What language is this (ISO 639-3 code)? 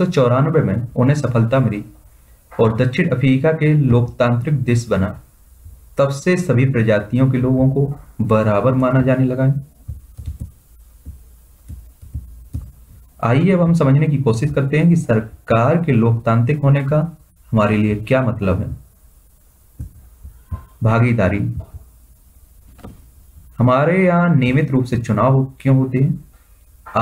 hin